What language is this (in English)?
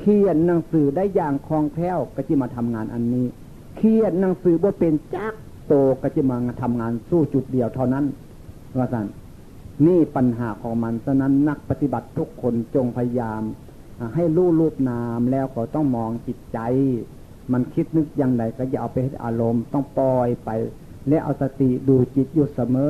Northeastern Thai